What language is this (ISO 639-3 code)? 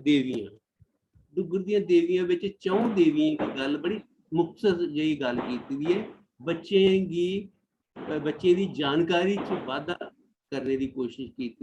doi